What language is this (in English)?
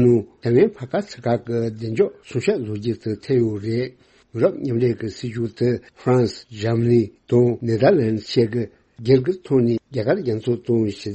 Tibetan